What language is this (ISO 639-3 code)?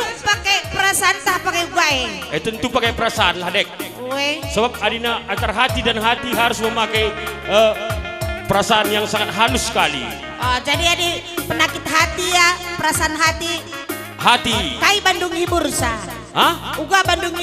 btx